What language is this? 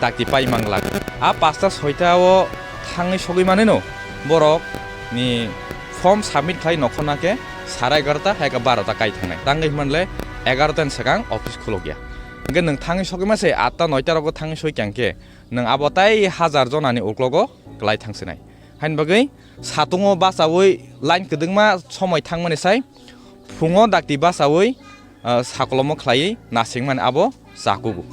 Kok Borok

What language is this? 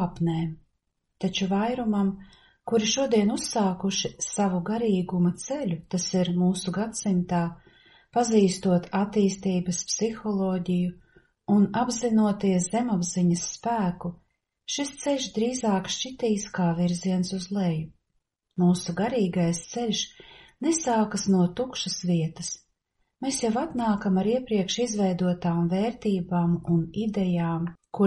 Latvian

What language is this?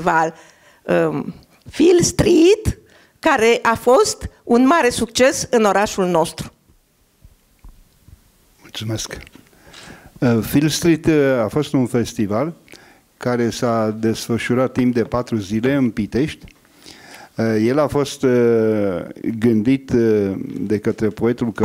Romanian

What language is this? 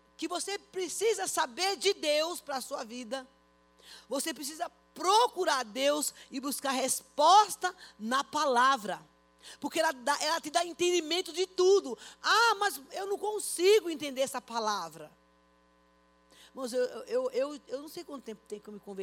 Portuguese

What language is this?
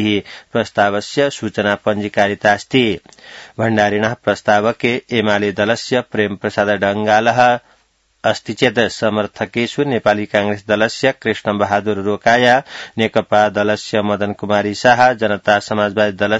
Sanskrit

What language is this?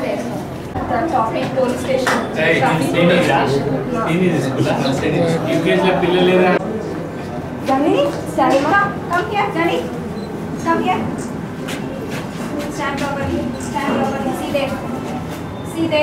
Telugu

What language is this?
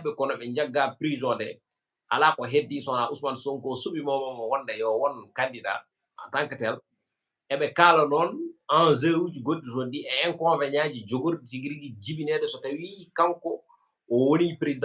Fula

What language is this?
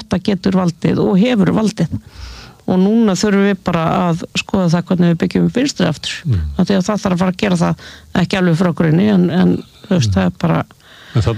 Icelandic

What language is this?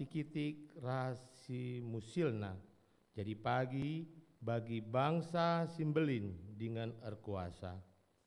Batak Karo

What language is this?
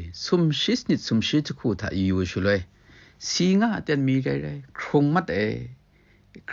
Kachin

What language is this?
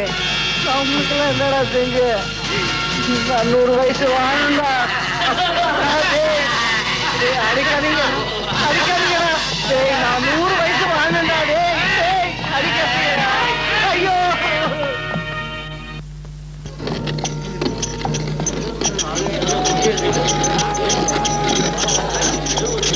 Tamil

